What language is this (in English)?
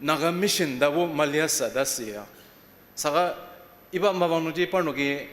Ao Naga